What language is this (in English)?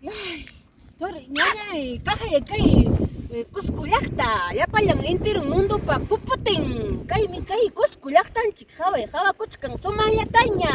Ayacucho Quechua